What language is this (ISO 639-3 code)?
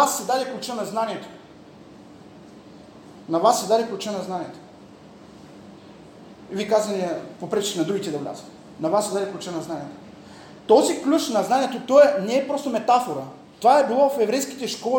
bul